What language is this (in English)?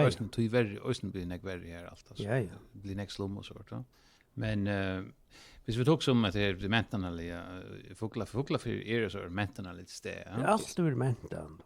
Faroese